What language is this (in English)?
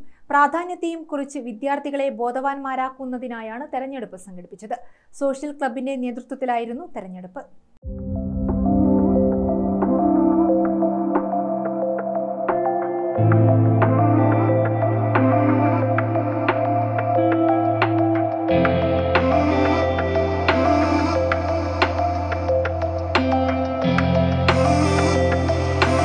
Malayalam